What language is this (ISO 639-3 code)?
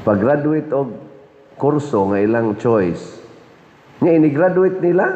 ceb